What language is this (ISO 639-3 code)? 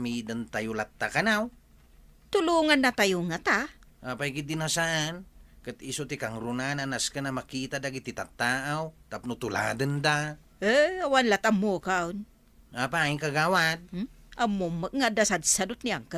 ilo